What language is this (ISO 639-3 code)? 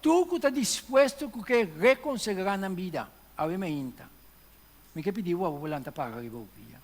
pap